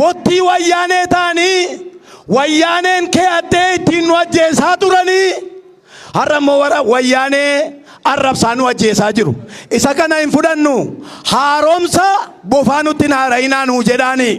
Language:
Oromo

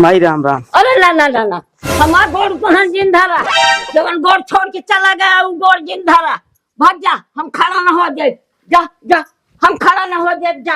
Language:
Awadhi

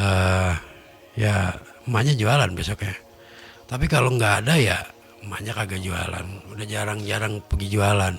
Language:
Betawi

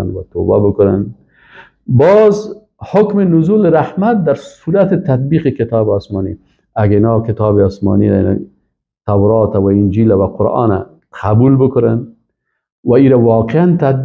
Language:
Persian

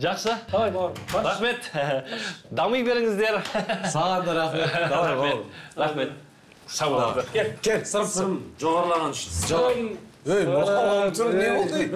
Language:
Kazakh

